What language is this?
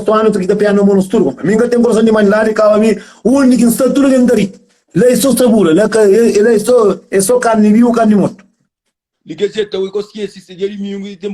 Kabuverdianu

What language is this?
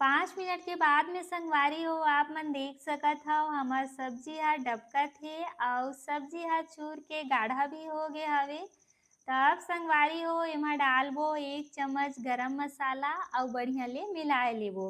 Chhattisgarhi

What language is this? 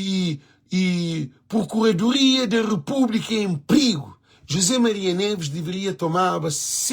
Kabuverdianu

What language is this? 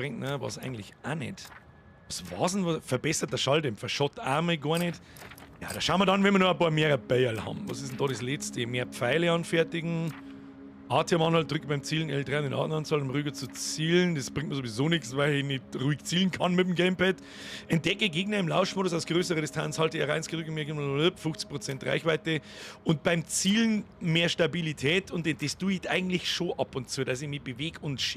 Bavarian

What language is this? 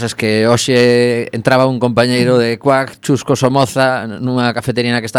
Galician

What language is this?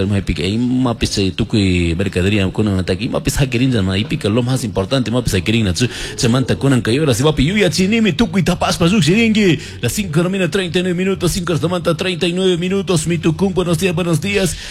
Chimborazo Highland Quichua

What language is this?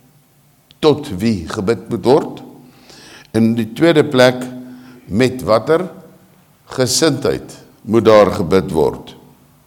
Afrikaans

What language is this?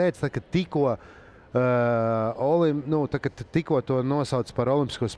Latvian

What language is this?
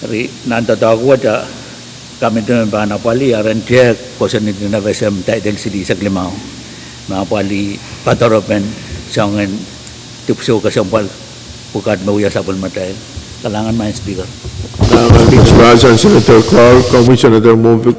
Pohnpeian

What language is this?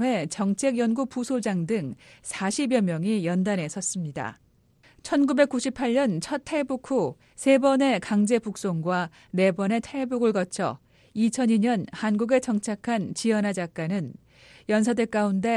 Korean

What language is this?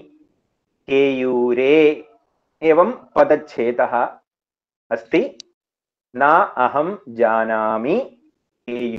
Sanskrit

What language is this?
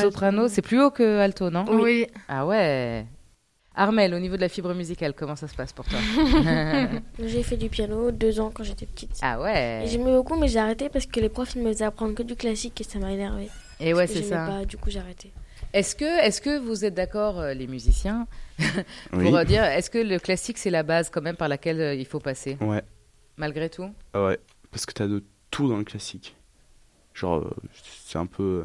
French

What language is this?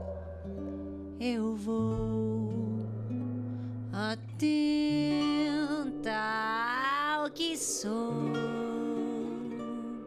Portuguese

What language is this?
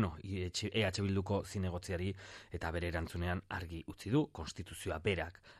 Basque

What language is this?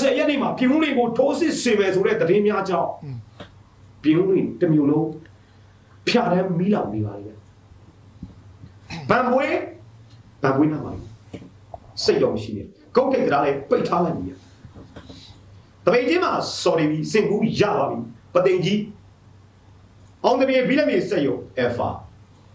Burmese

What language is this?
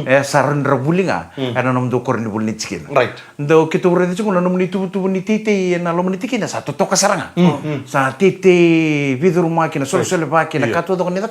Fijian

